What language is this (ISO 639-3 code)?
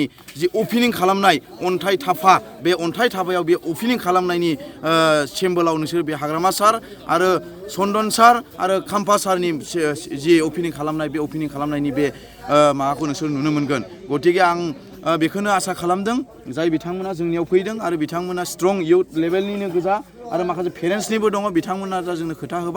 brx